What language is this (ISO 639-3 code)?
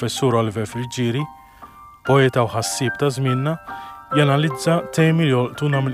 mlt